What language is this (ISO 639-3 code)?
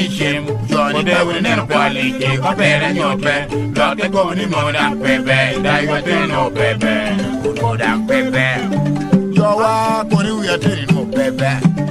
laj